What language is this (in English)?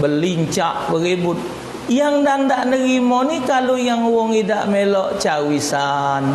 Musi